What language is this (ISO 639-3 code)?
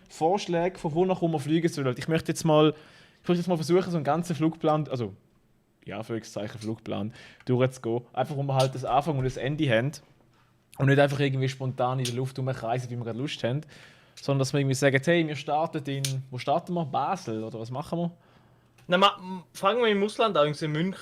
gsw